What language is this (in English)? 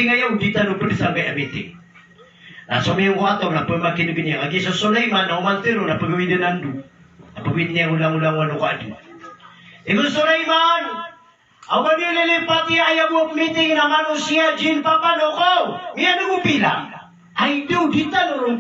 Maranao